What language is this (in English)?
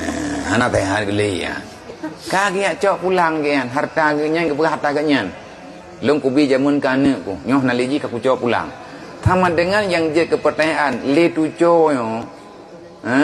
Achinese